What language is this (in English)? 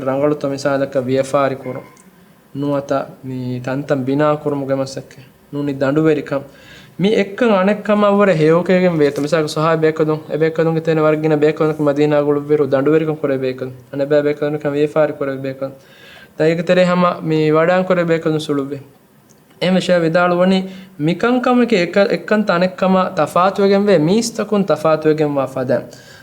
Divehi